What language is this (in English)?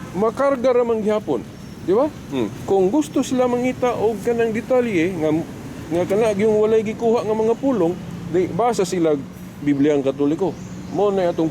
Cebuano